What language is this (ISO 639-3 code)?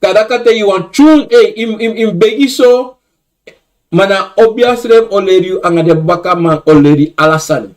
srn